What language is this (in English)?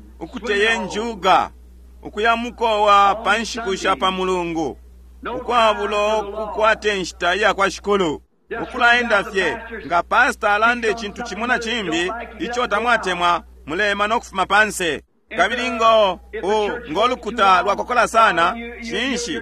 Bemba